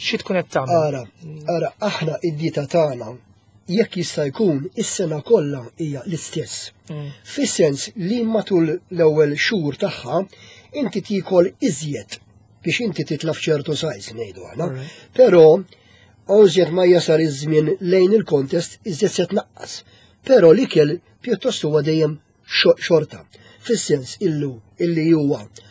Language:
Maltese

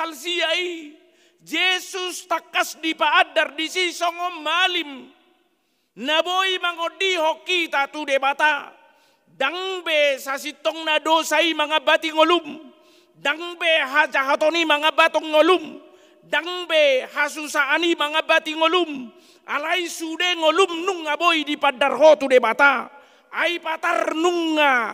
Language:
Batak Toba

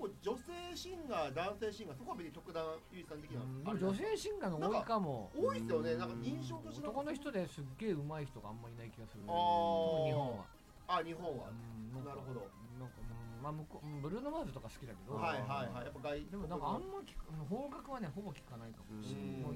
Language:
Japanese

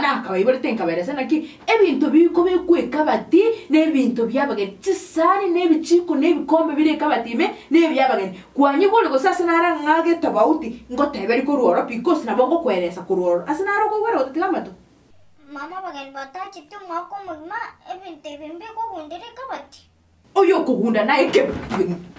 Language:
Gusii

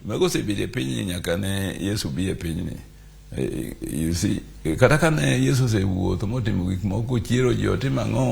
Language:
Luo (Kenya and Tanzania)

